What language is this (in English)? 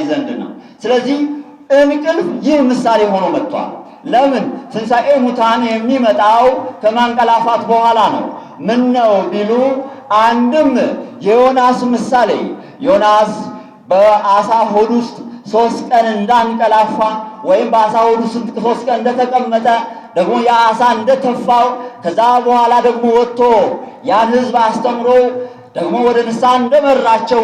Amharic